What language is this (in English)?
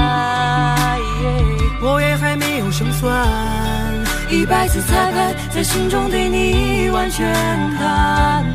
Chinese